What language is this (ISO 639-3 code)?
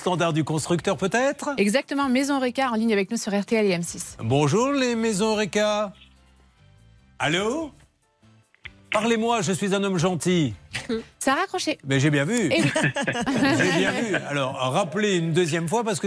fra